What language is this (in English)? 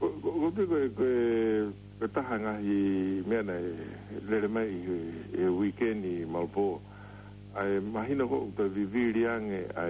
Tongan